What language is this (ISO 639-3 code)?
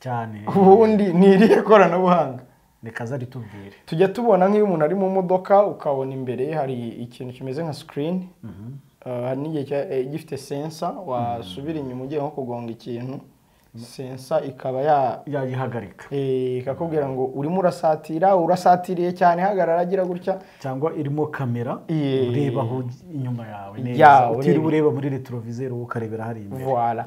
kin